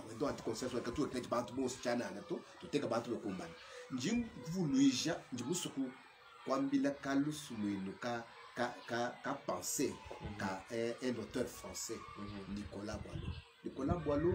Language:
Luba-Lulua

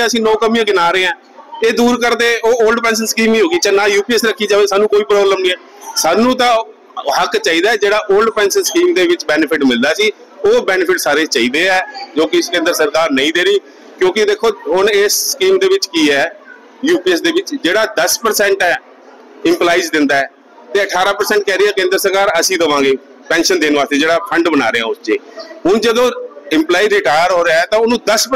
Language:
Punjabi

